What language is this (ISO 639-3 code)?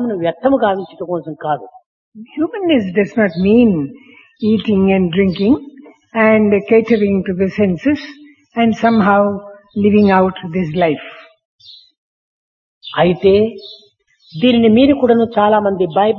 tel